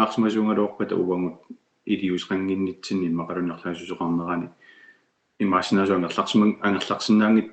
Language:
Kalaallisut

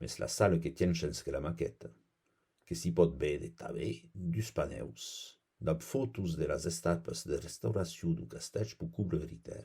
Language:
Occitan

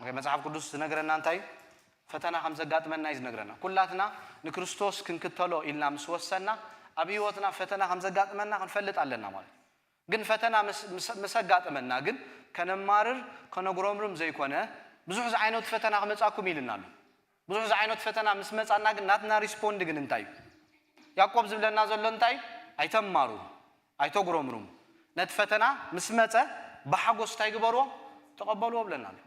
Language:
Tigrinya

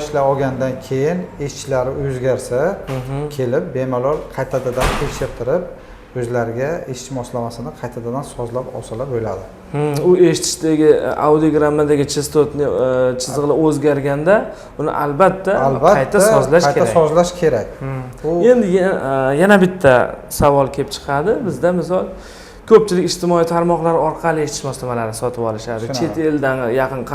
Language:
Uzbek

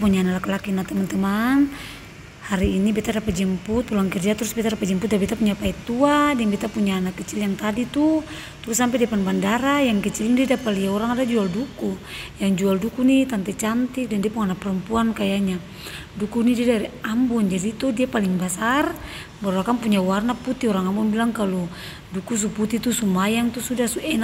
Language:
Ambonese Malay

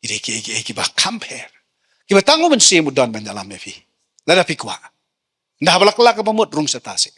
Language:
Khasi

